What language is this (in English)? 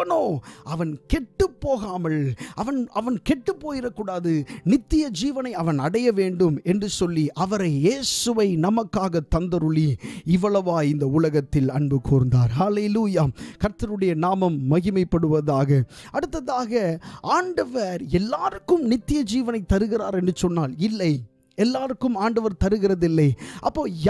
Tamil